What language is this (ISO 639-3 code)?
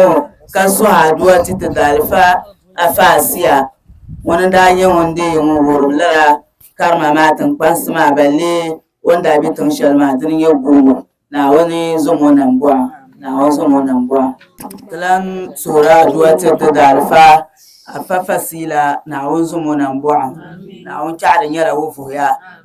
dag